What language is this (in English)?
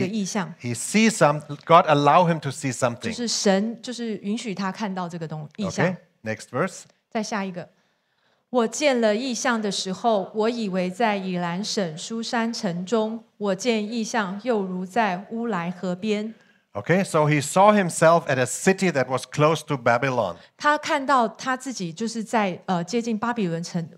Chinese